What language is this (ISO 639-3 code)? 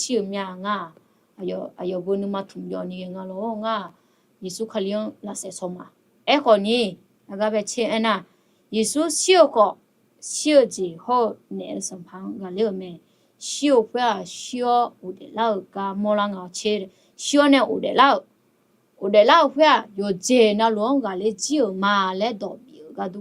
ahk